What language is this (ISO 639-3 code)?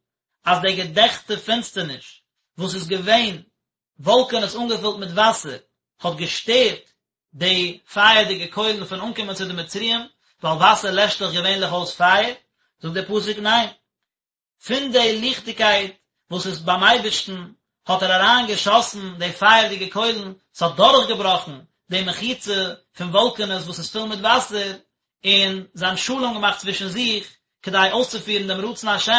yid